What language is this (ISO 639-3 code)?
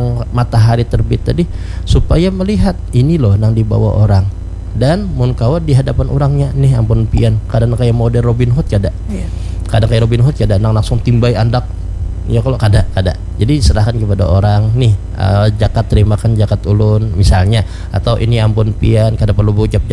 bjn